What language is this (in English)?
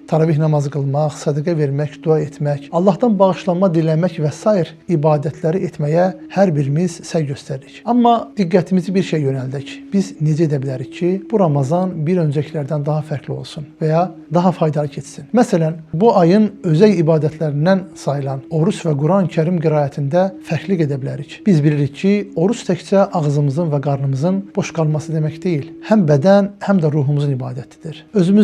Azerbaijani